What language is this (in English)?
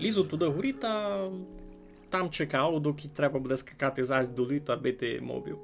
Rusyn